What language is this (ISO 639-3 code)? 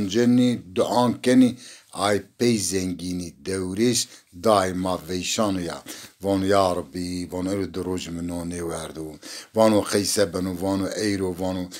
zza